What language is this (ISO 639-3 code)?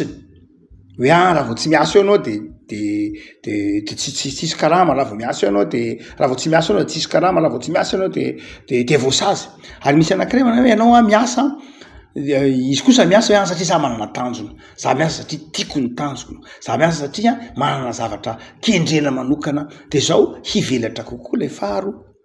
mlg